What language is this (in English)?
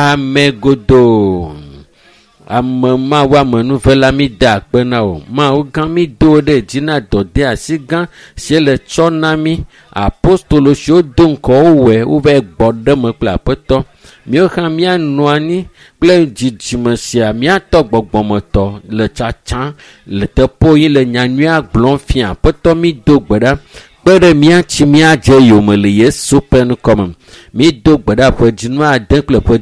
Ewe